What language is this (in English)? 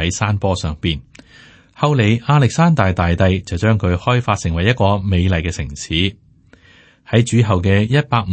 Cantonese